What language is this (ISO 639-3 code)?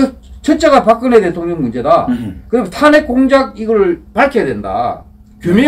kor